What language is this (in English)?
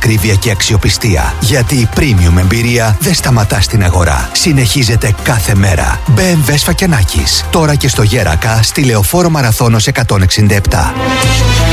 Greek